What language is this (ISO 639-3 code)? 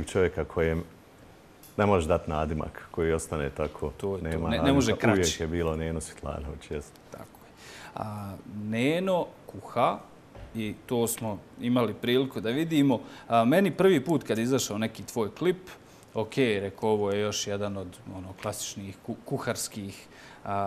bos